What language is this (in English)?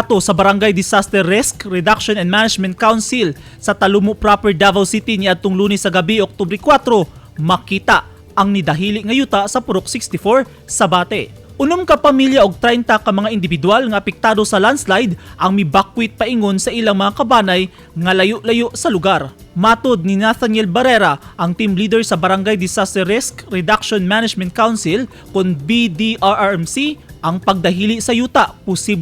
Cebuano